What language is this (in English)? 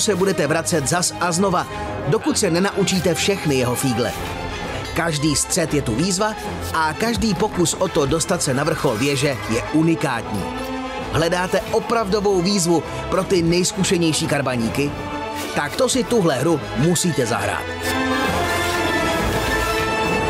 Czech